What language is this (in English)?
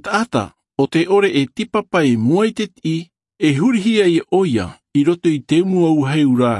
Tahitian